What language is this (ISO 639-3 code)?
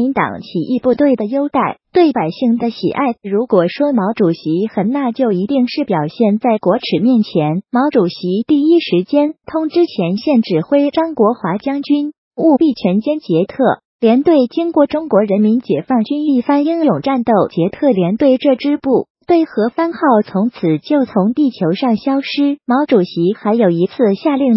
zho